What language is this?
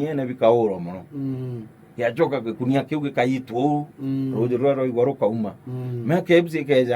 Meru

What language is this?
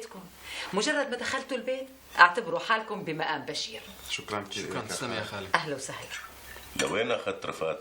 North Levantine Arabic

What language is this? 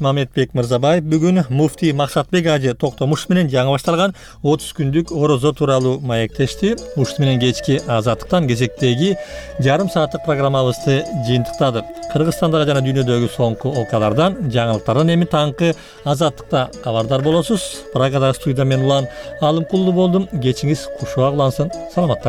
Kyrgyz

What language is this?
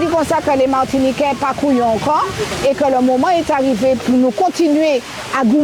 Guadeloupean Creole French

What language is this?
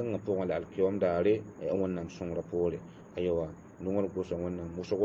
Mossi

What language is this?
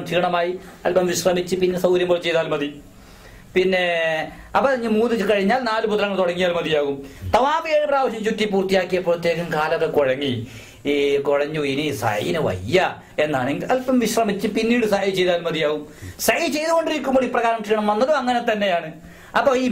Malayalam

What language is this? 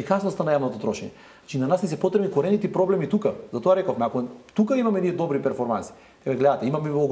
Macedonian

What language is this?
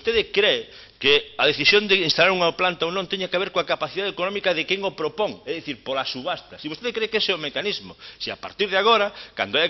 Galician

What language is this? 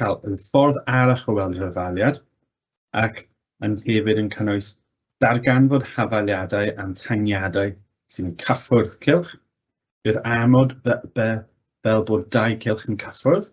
Welsh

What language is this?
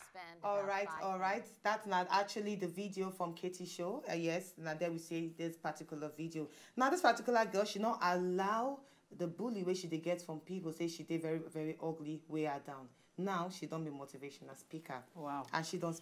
Nigerian Pidgin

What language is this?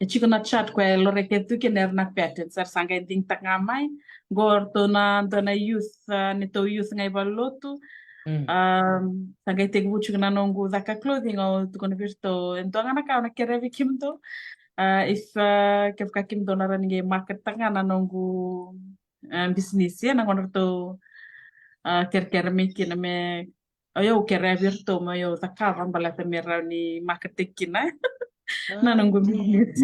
Fijian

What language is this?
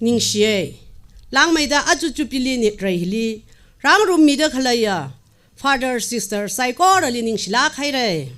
Tangkhul Naga (India)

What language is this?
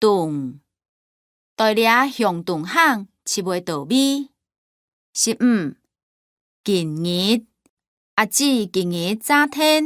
Hakka Chinese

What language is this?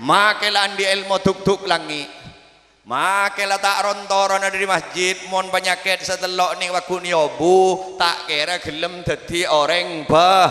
Madurese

